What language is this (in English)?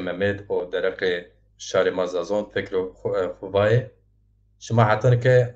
Zaza